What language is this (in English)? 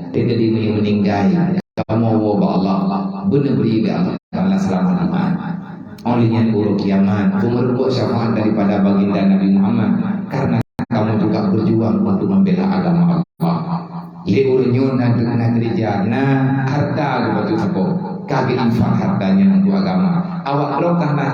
Achinese